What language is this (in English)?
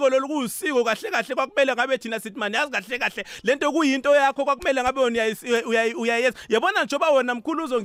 South Ndebele